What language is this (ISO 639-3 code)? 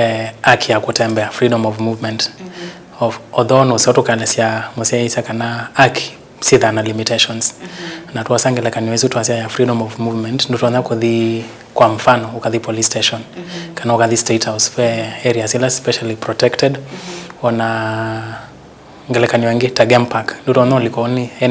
kam